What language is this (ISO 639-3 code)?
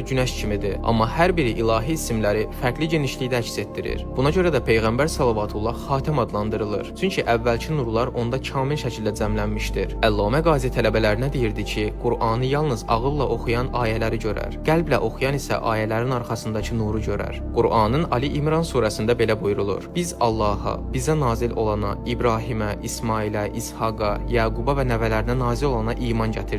aze